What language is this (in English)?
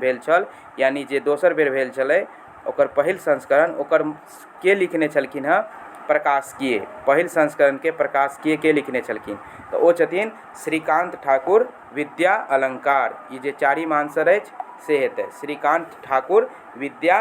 Maithili